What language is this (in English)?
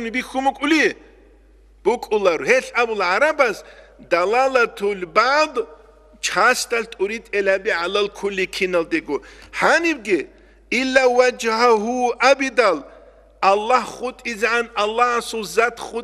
Avaric